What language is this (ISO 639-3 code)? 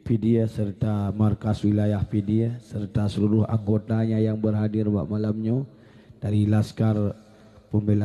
ace